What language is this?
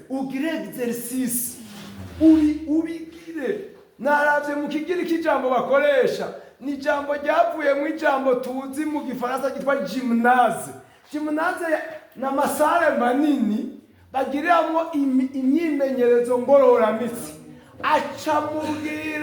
Rundi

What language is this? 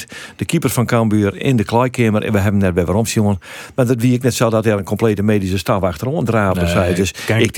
Western Frisian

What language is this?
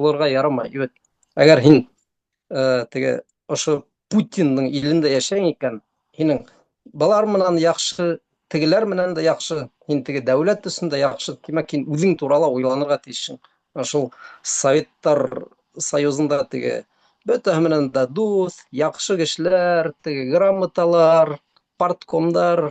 Bashkir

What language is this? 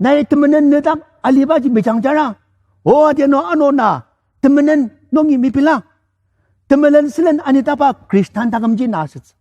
Ao Naga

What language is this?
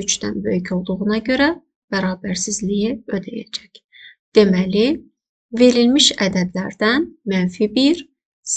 Azerbaijani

